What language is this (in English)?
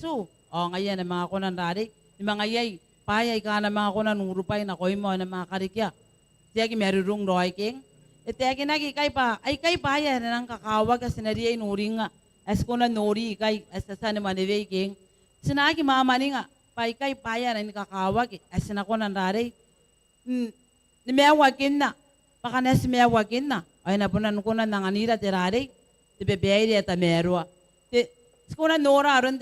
Gilbertese